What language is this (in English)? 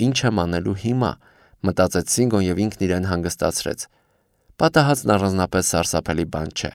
Armenian